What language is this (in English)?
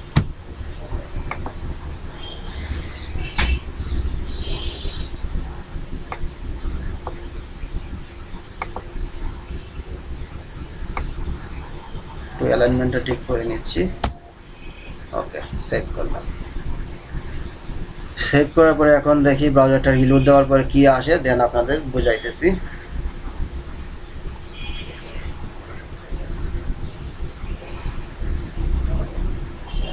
Bangla